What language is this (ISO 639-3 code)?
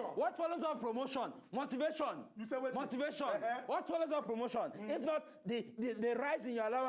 pcm